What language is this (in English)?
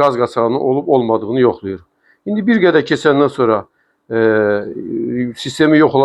Azerbaijani